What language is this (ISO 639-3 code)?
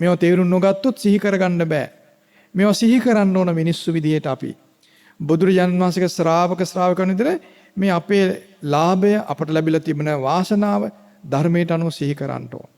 sin